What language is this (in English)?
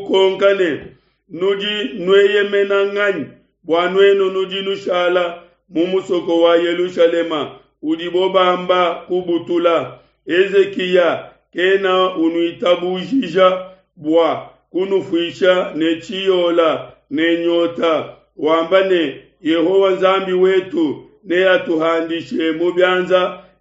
Luba-Lulua